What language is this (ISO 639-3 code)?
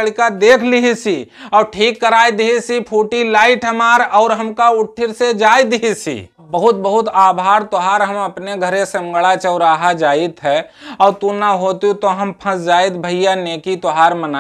awa